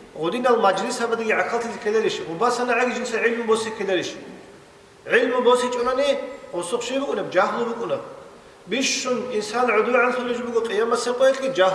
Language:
Avaric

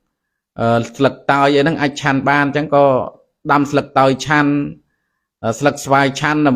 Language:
Khmer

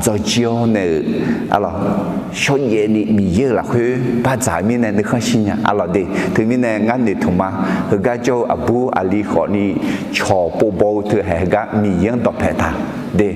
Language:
Akha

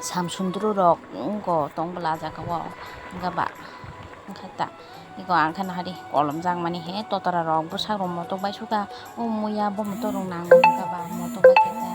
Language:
Kok Borok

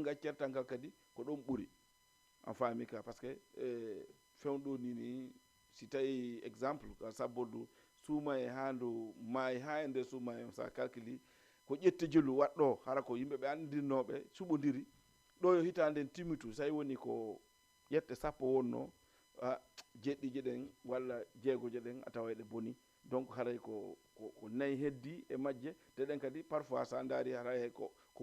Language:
Fula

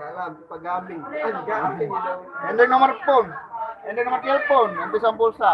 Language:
Sasak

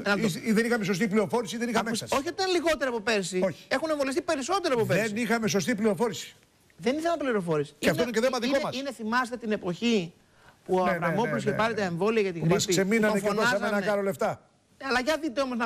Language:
Greek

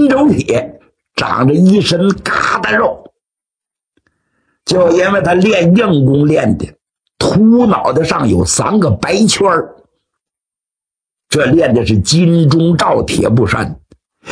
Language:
Chinese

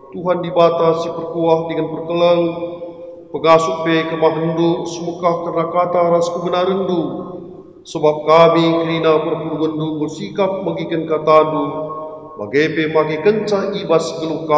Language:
Batak Karo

